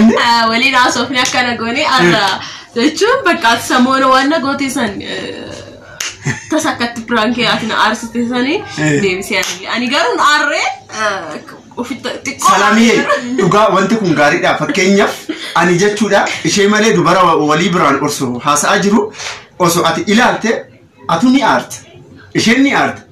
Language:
Oromo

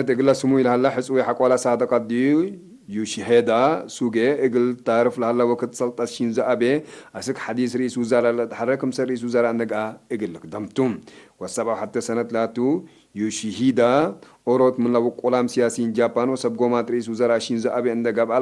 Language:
Tigre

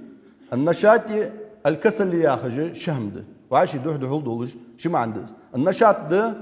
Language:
Ingush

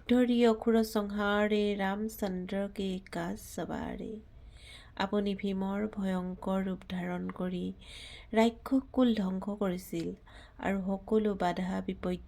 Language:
Assamese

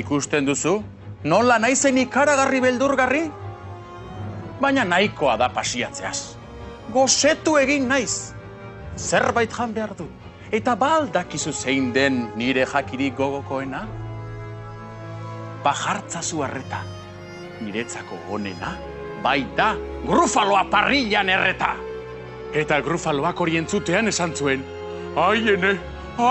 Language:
Basque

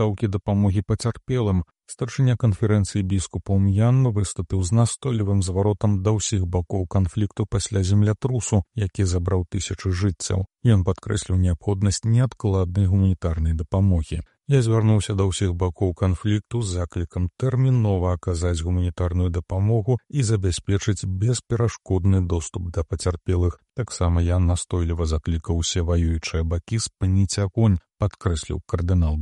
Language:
Belarusian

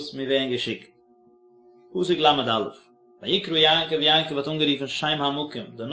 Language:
Yiddish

